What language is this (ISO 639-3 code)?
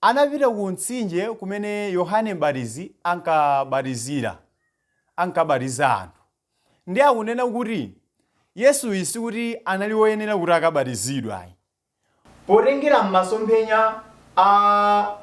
nya